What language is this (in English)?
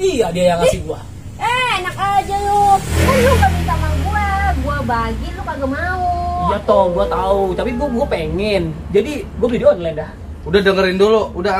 Betawi